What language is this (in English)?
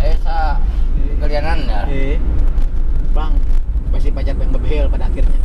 Banjar